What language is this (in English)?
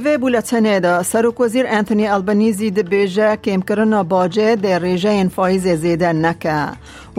Kurdish